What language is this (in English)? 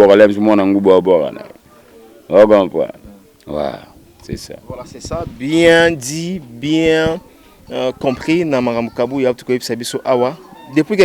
Lingala